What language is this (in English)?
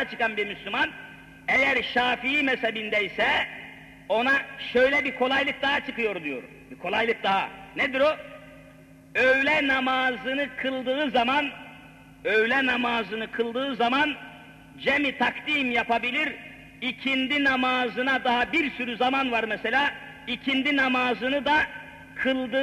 Turkish